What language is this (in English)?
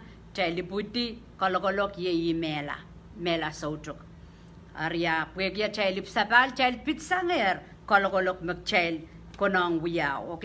Pohnpeian